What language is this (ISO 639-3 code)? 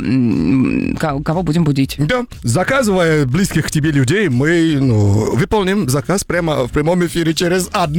rus